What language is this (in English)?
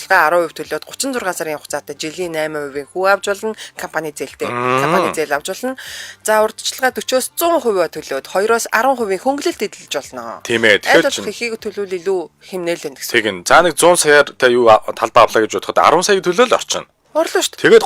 Mongolian